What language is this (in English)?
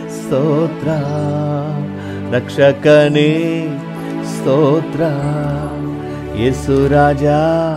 Kannada